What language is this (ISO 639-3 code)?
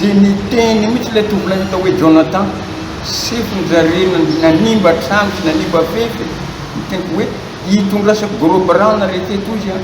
mlg